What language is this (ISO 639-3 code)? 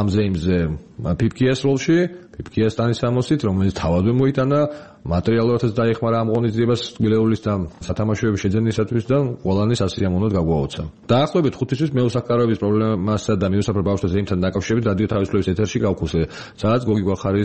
kat